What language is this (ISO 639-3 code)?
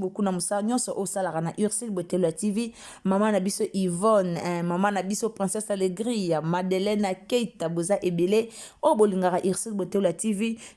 lin